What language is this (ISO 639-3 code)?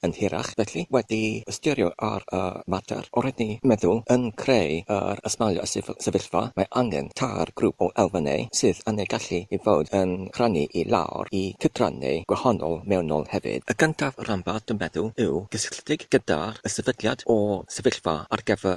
cym